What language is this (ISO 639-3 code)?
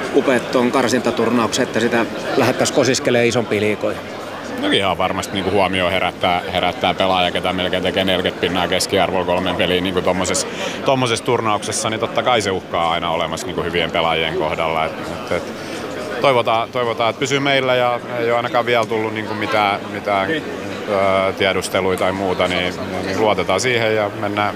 fin